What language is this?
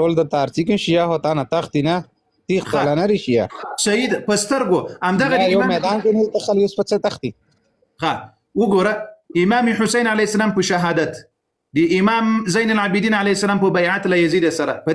Pashto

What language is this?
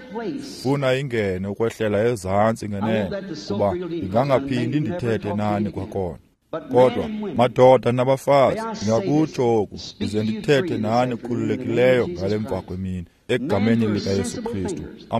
Xhosa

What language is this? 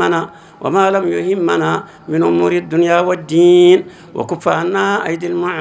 Fula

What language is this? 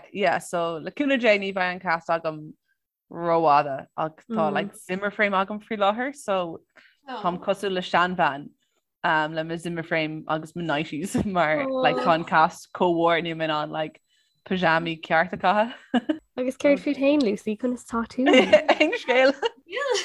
Irish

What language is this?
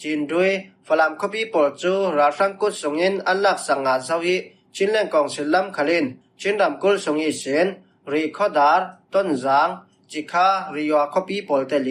Falam Chin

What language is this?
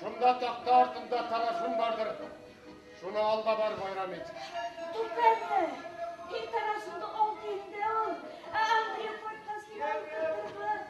Bashkir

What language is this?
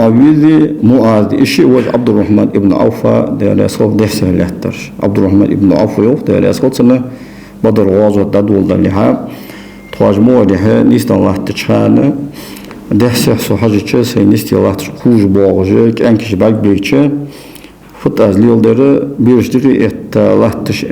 Ingush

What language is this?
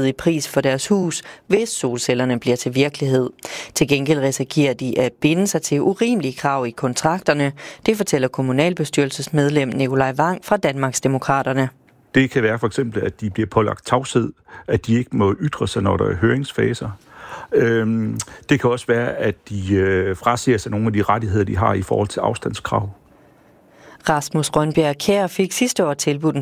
Danish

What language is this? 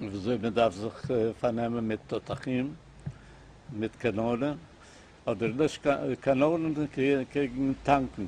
Yiddish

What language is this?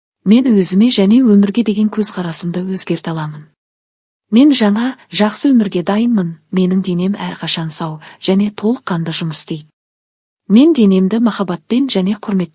Kazakh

